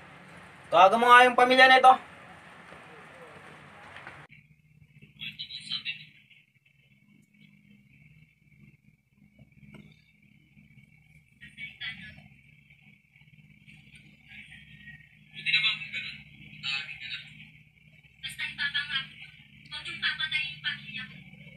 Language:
Filipino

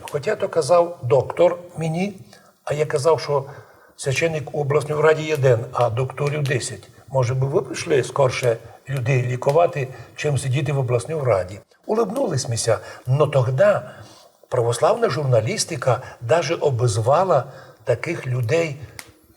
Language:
Rusyn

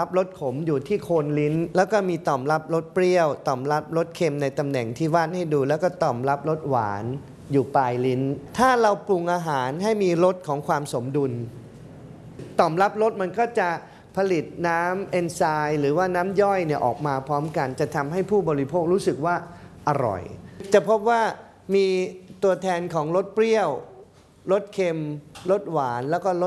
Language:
Thai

